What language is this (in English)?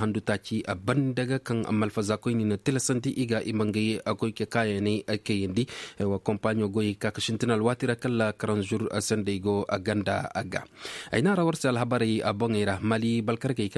Koyraboro Senni